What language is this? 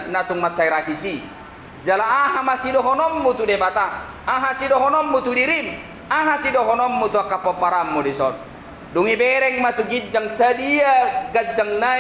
Batak Toba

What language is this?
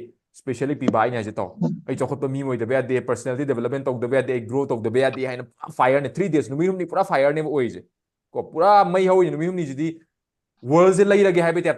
Manipuri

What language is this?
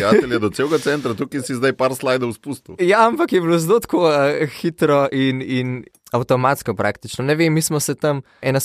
Slovenian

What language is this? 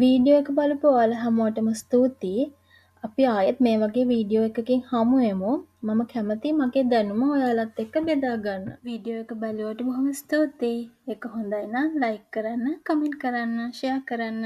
Sinhala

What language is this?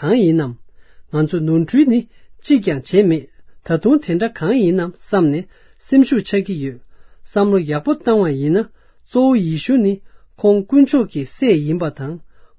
Tibetan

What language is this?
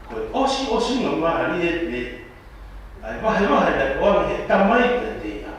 Tongan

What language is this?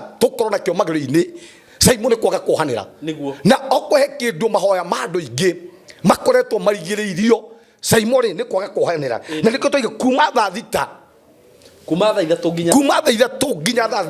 Kikuyu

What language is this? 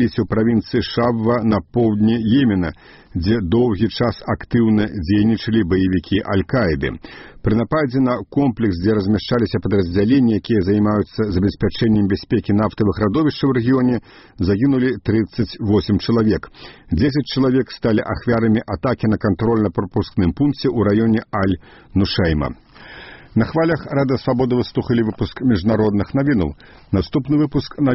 Belarusian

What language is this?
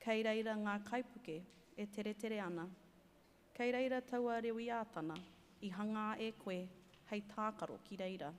Māori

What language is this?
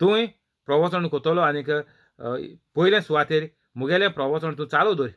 Konkani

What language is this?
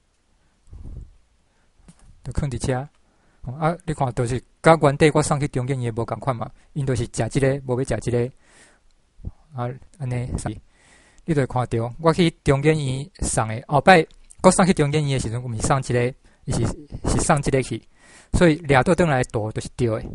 Min Nan Chinese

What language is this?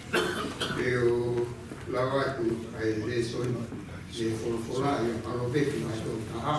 Tongan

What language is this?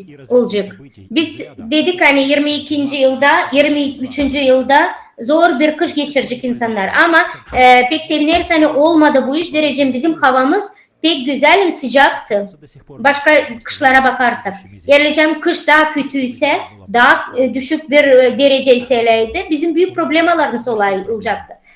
Gagauz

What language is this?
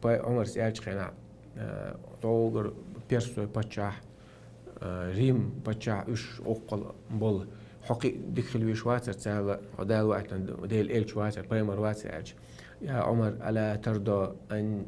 Chechen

